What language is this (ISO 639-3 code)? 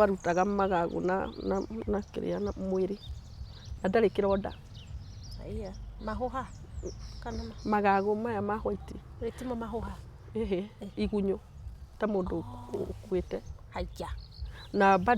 kik